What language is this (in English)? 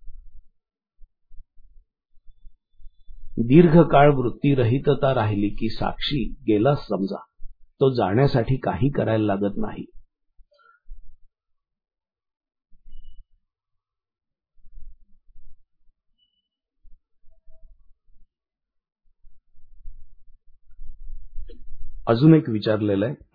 Marathi